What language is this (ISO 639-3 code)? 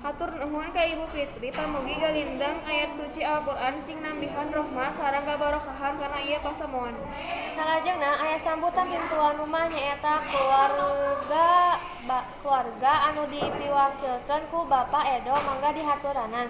sun